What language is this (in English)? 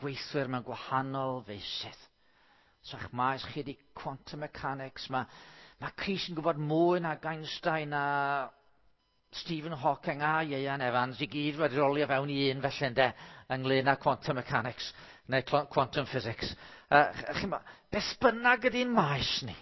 Welsh